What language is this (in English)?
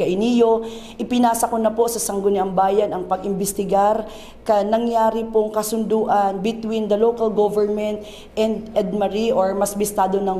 Bikol